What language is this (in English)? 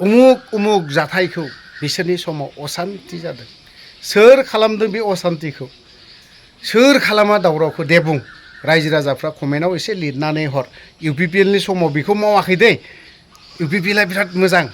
Bodo